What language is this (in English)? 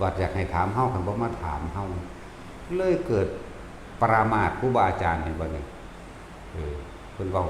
Northeastern Thai